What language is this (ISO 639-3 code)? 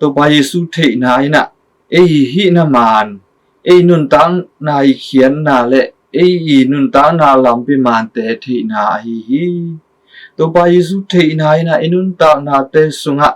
ctd